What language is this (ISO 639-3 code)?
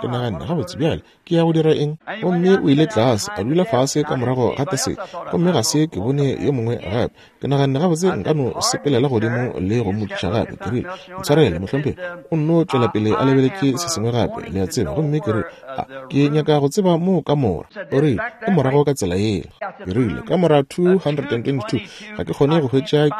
nso